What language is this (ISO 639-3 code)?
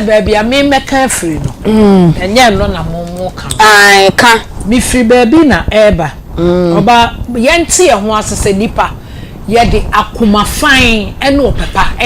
aka